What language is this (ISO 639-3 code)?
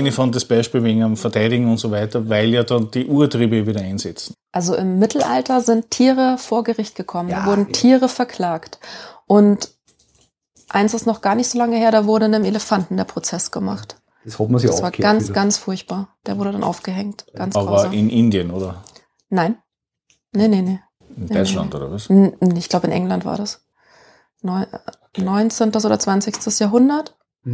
deu